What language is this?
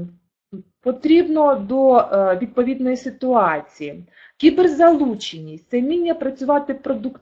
Ukrainian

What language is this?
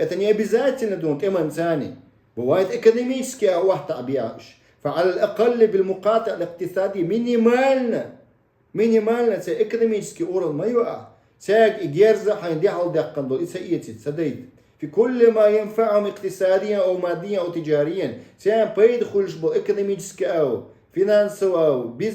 Chechen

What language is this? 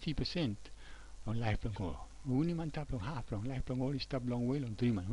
Tok Pisin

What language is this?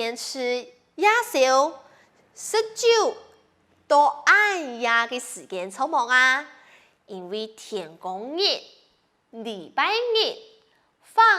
Hakka Chinese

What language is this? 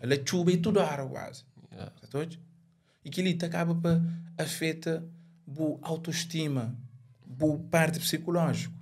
Kabuverdianu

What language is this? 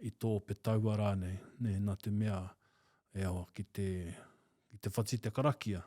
Māori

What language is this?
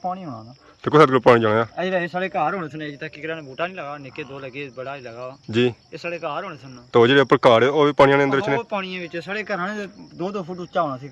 Pahari-Potwari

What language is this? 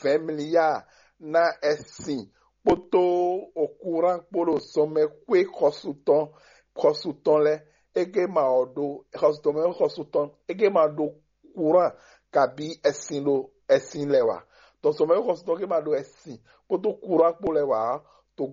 Fon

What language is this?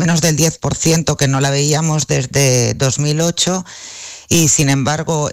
Spanish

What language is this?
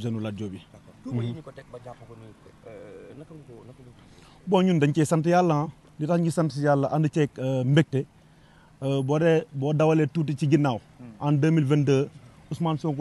Wolof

